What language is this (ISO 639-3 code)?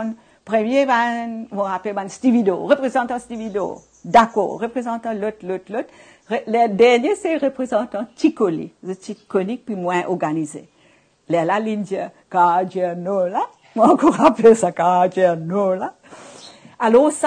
mfe